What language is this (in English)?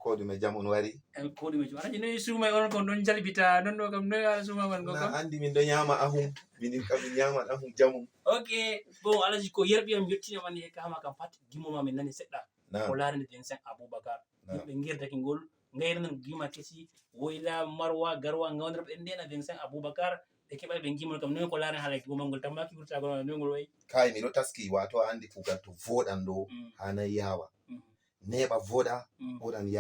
Fula